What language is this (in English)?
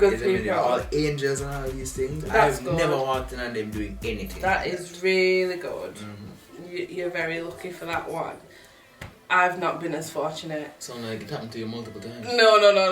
Jamaican Creole English